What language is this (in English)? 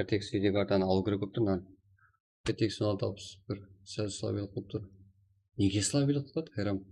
Kara-Kalpak